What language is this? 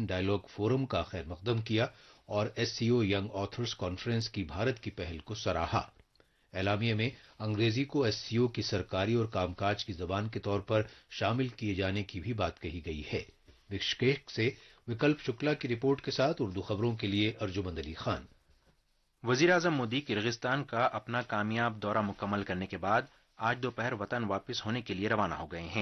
Urdu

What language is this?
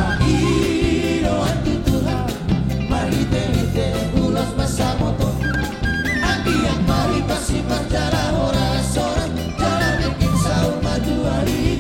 Batak Toba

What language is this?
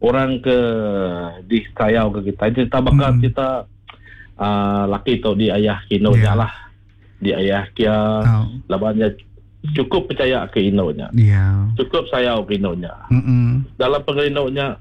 Iban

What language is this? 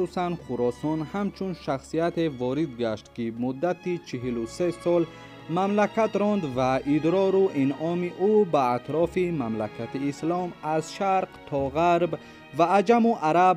Tajik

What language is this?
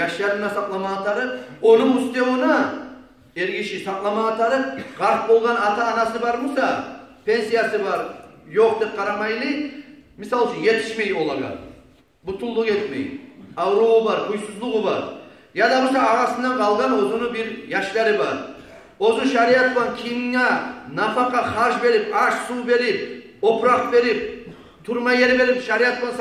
Kumyk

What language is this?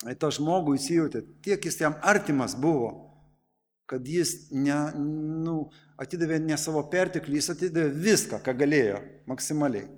Lithuanian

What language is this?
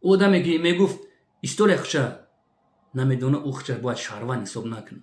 Tajik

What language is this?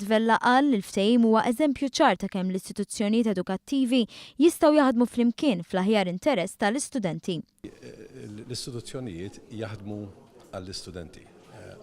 Maltese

